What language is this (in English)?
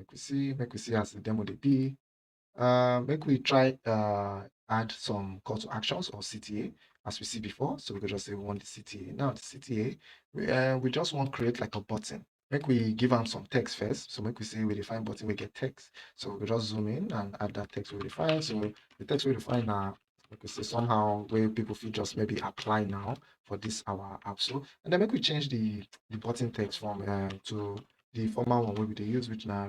Nigerian Pidgin